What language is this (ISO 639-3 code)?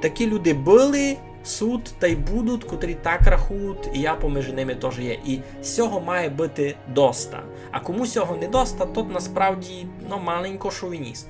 rue